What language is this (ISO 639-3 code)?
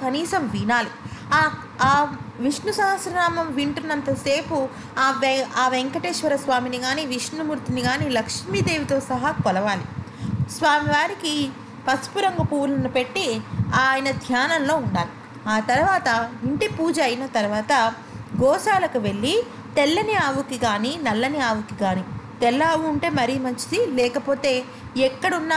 tel